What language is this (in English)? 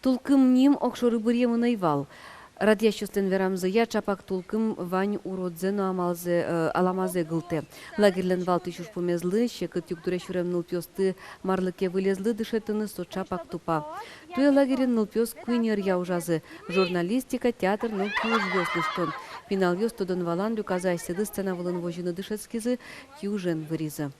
Udmurt